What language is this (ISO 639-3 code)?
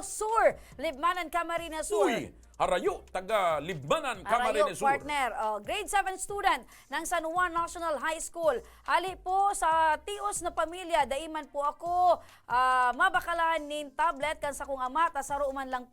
bik